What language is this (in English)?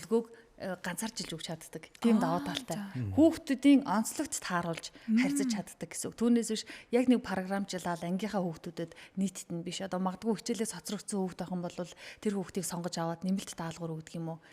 Mongolian